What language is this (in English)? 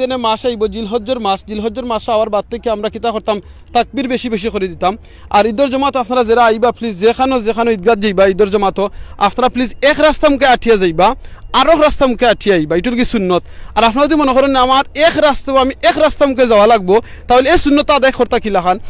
Sylheti